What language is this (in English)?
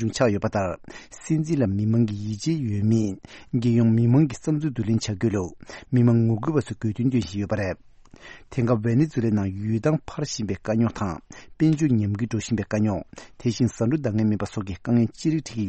Tibetan